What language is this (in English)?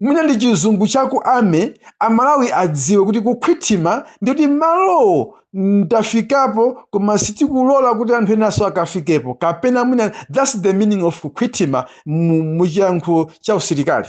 Nyanja